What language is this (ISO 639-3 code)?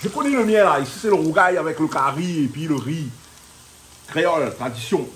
rcf